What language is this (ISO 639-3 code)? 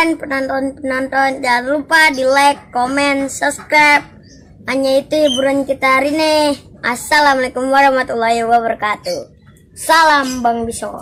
bew